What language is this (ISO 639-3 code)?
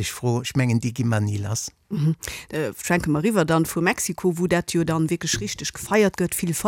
ltz